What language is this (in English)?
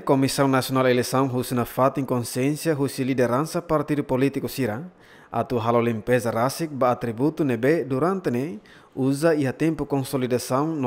Tetum